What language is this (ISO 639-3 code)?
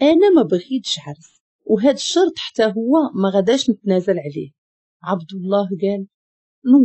ary